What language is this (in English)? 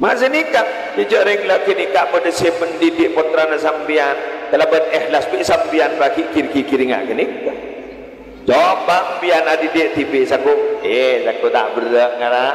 Madurese